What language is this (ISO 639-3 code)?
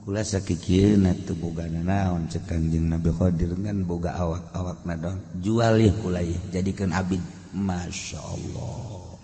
sun